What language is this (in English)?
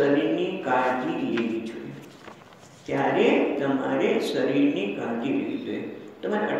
Gujarati